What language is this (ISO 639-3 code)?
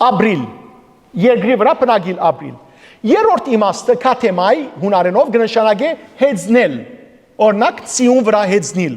hyw